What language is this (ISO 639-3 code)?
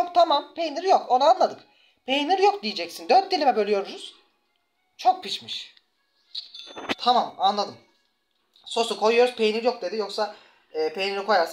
tur